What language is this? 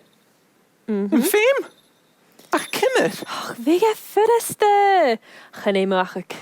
Scottish Gaelic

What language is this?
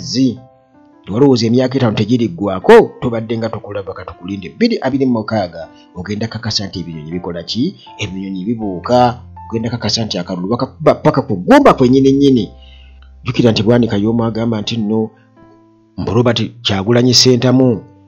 Ganda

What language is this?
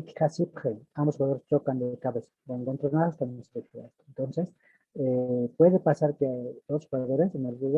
Aymara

